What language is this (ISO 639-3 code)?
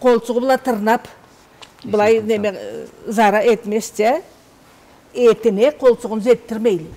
krc